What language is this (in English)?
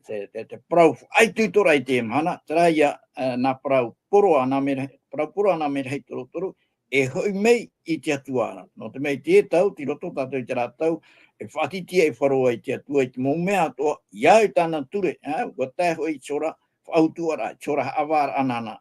Tahitian